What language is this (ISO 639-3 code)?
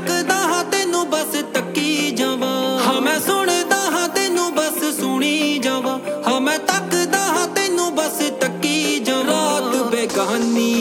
pan